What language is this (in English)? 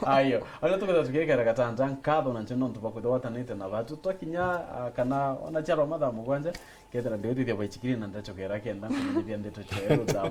Meru